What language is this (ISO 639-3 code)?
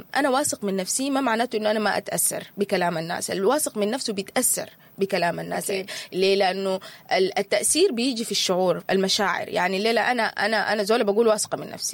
apd